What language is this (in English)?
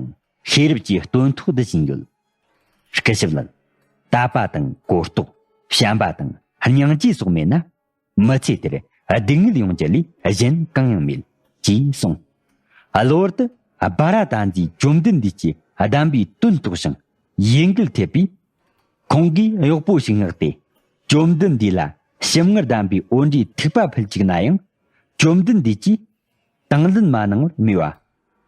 Tibetan